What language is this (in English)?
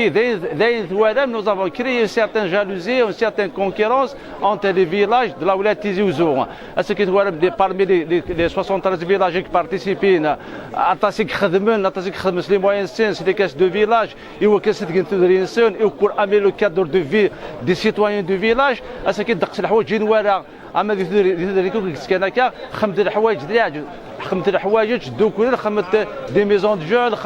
Kabyle